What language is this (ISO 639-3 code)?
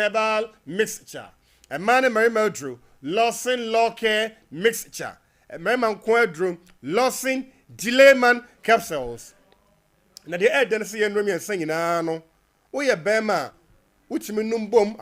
aka